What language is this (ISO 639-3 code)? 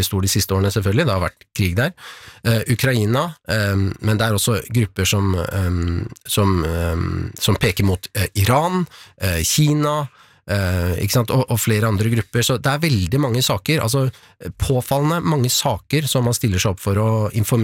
nor